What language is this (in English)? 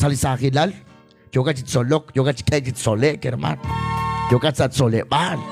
Kekchí